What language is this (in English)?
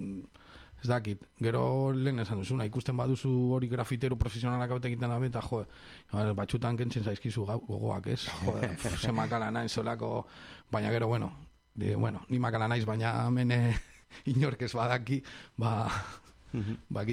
Basque